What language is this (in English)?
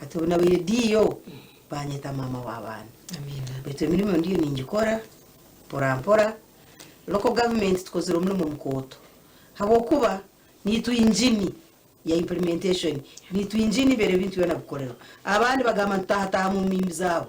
Nyankole